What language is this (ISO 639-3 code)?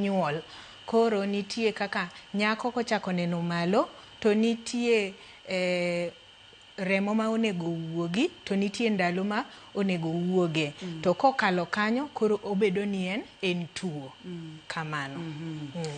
luo